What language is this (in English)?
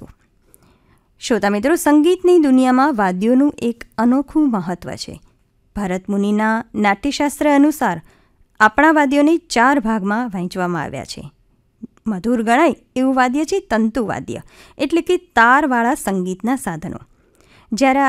Gujarati